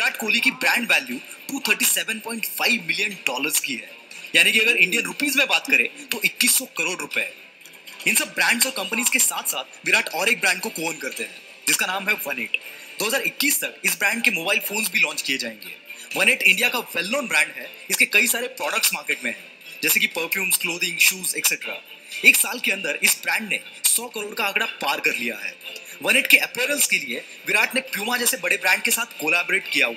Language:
Hindi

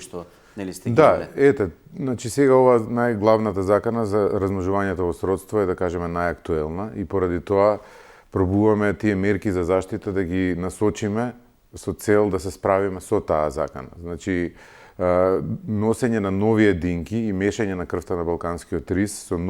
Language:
Macedonian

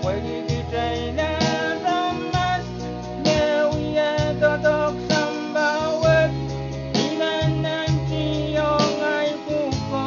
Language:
Pohnpeian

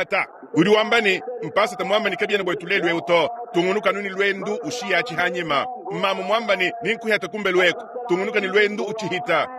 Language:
Luba-Lulua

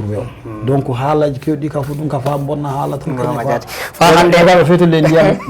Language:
Fula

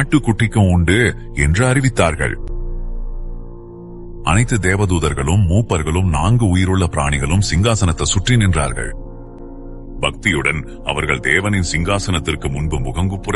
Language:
Tamil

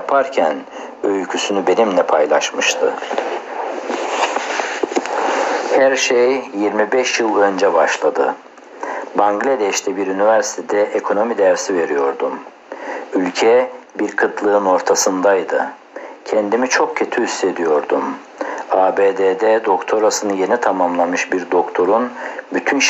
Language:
Turkish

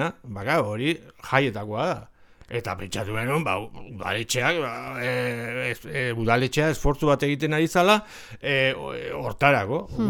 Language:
Basque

